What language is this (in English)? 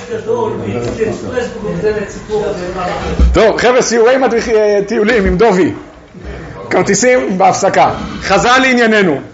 Hebrew